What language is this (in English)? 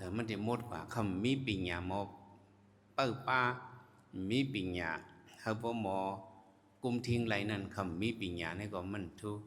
Shan